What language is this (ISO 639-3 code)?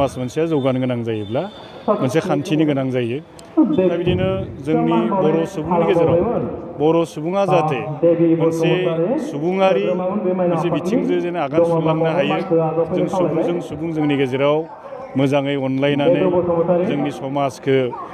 brx